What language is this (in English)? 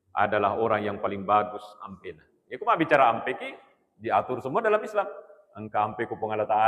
Buginese